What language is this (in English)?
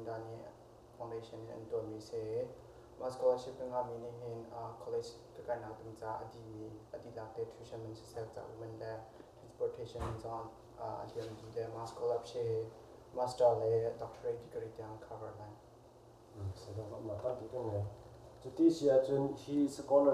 Hakha Chin